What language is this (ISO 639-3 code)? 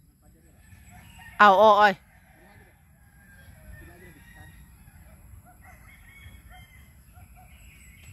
fil